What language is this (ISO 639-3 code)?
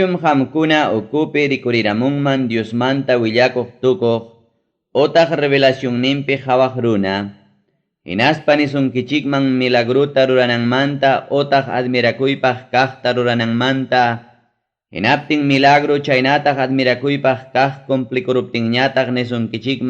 quy